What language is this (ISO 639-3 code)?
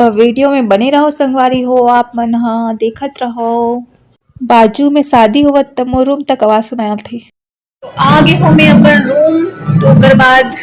hne